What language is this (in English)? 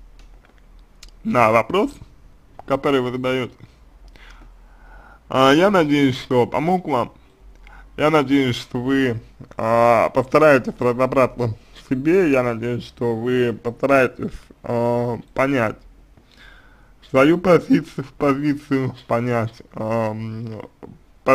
Russian